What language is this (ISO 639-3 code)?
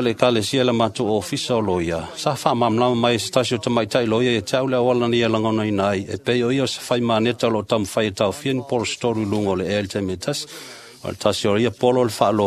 smo